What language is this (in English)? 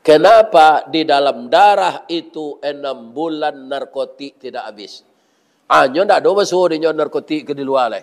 Minangkabau